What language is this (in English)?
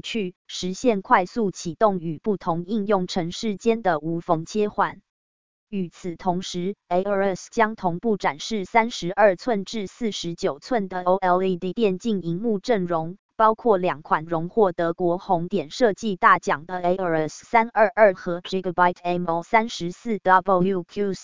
Chinese